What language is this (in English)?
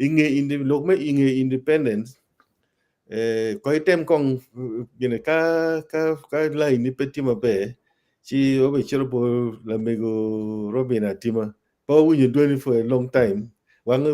Acoli